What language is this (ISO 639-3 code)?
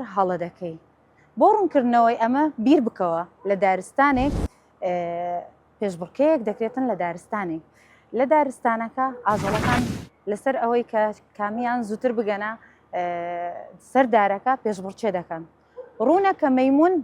ckb